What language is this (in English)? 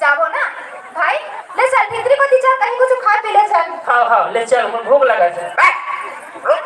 Chhattisgarhi